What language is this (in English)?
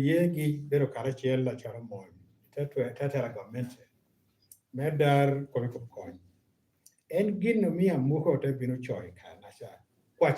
Lango (Uganda)